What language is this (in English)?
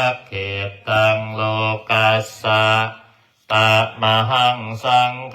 Pali